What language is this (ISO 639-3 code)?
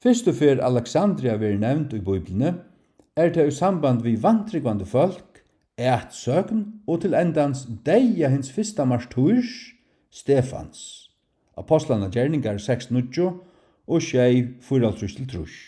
fao